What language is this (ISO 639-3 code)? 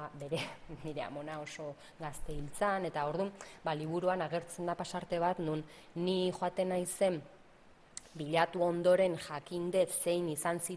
eus